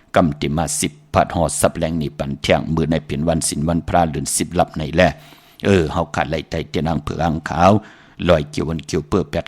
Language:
Shan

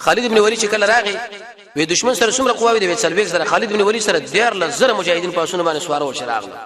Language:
Pashto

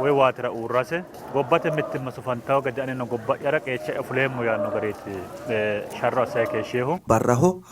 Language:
Sidamo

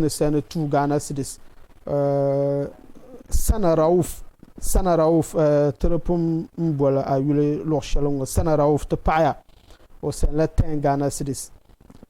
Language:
Dagbani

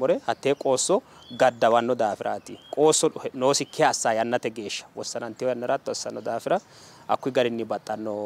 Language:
Sidamo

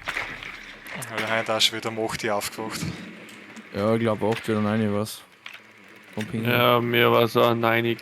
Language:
Bavarian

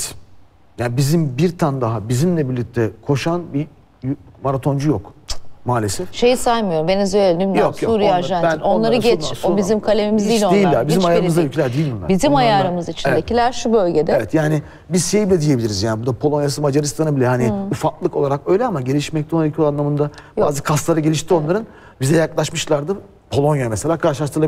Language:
Turkish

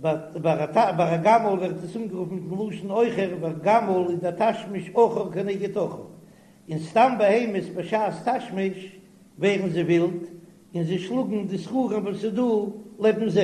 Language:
Yiddish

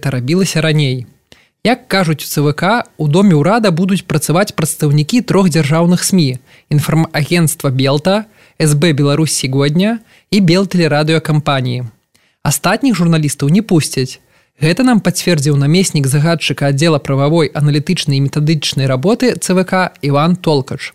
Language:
Belarusian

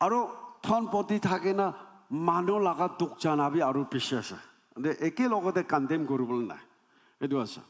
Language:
Naga Pidgin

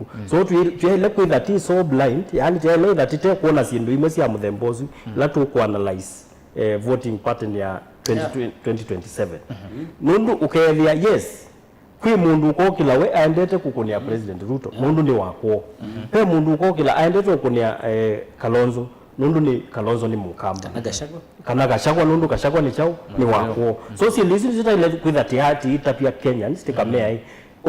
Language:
Kamba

